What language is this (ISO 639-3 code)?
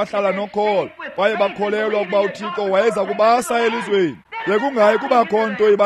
xho